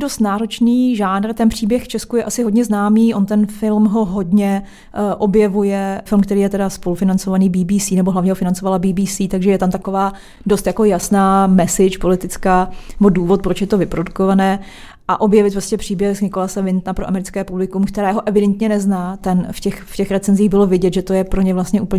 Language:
Czech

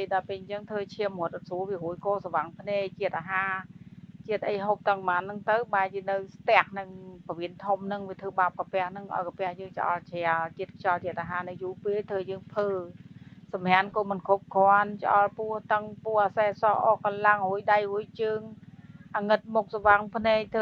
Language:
Khmer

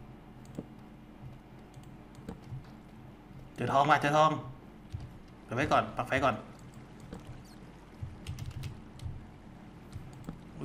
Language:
Thai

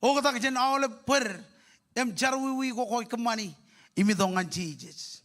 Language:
Marshallese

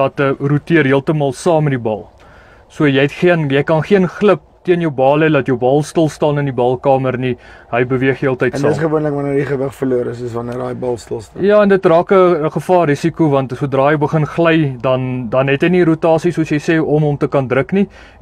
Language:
Afrikaans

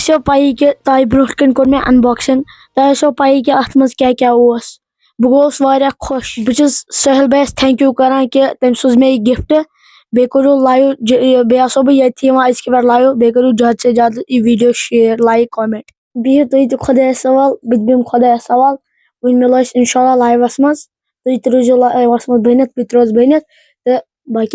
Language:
Kashmiri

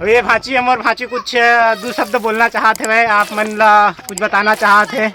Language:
Chhattisgarhi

